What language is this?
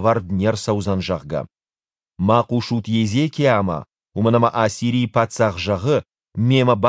Ossetic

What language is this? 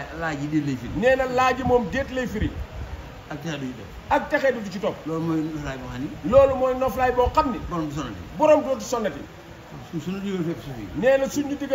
Wolof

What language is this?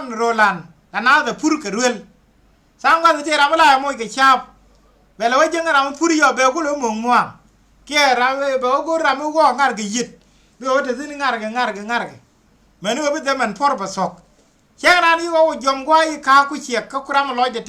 Nuer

